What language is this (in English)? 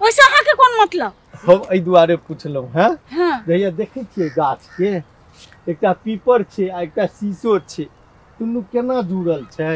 Maithili